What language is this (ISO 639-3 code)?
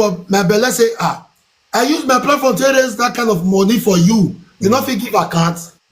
pcm